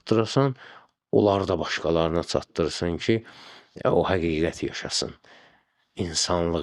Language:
Azerbaijani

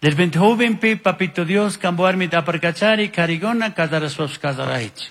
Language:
Chimborazo Highland Quichua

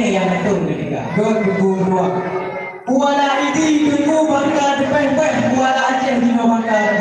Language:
Achinese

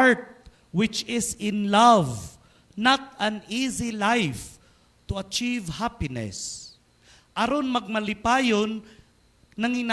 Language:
Cebuano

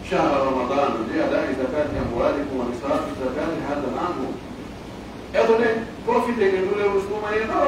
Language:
Pular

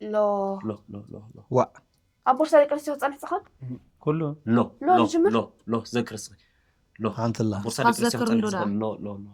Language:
Tigrinya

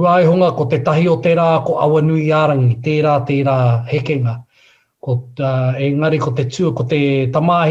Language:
Māori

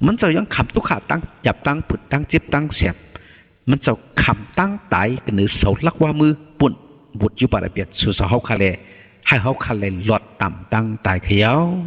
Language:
Shan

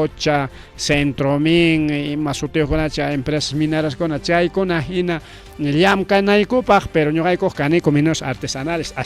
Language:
Ayacucho Quechua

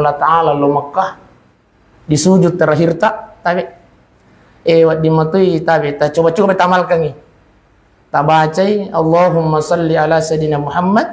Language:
Buginese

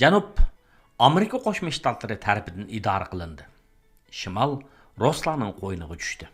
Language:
Uyghur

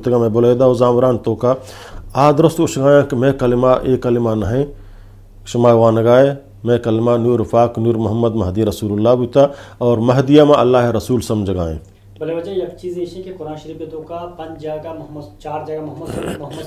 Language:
Eastern Balochi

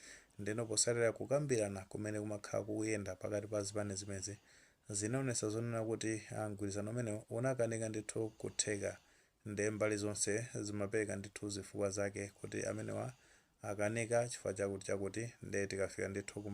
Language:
Nyanja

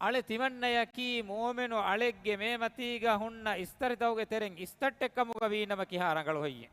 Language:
Divehi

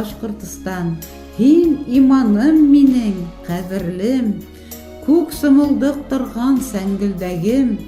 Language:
Bashkir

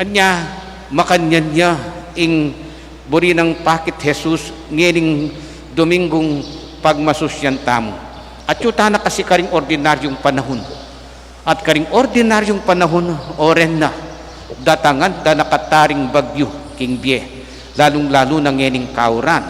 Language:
Pampanga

